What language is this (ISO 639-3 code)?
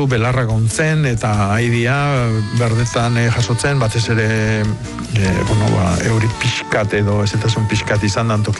eus